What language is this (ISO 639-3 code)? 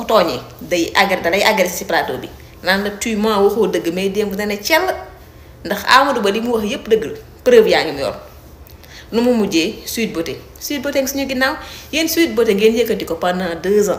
wol